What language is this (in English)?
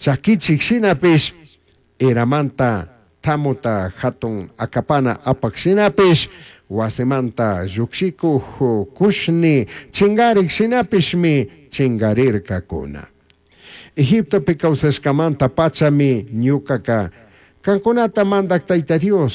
Chimborazo Highland Quichua